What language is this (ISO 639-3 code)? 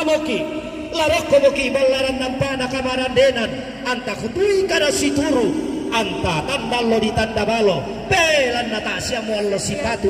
sda